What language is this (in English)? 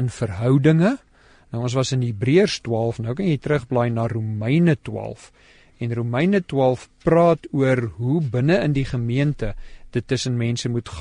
Afrikaans